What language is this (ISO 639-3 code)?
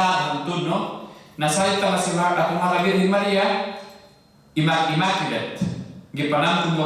ceb